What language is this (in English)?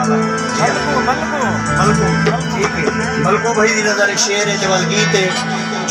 Saraiki